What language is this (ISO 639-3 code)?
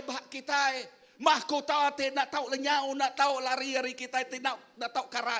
iba